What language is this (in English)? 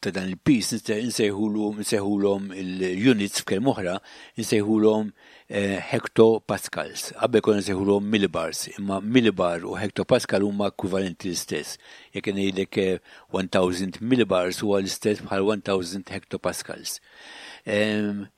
Maltese